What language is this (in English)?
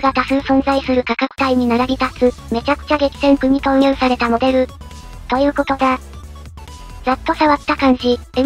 Japanese